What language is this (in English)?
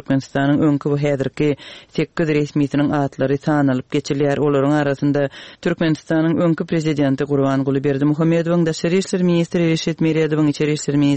Turkmen